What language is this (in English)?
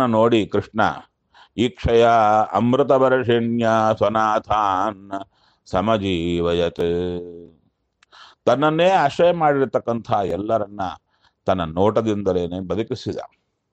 Kannada